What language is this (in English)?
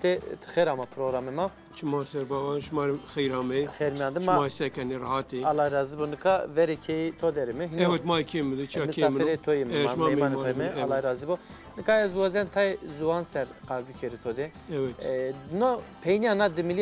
Zaza